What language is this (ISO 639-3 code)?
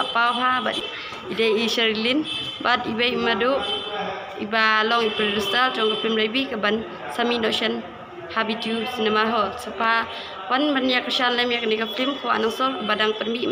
kha